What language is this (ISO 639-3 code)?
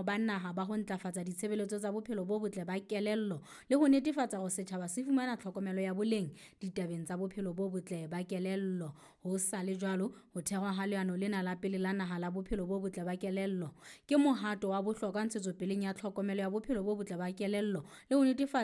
sot